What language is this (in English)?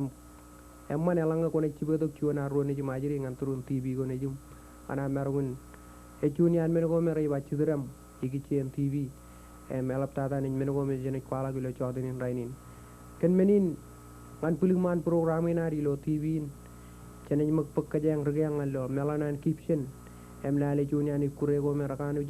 Marshallese